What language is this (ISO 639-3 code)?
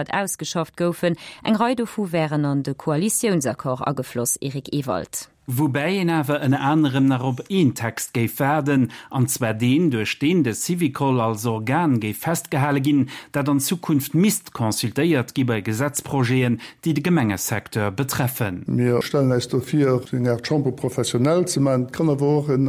ltz